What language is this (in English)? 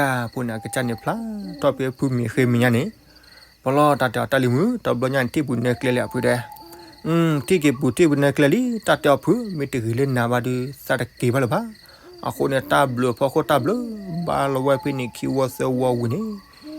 S'gaw Karen